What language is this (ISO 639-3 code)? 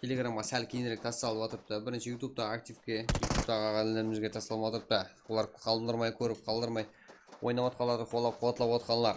kaa